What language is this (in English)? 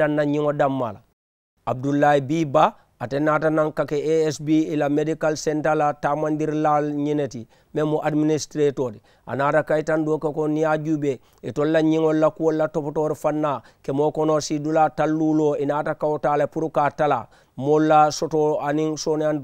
Mandingo